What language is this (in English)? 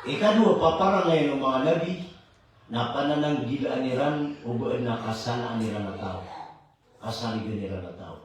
Maranao